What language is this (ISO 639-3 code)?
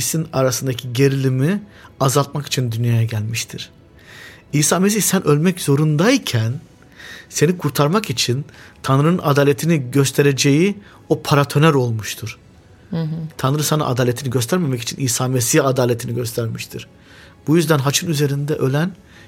tur